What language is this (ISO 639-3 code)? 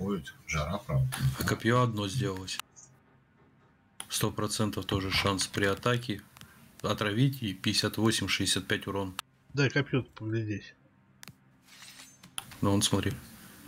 rus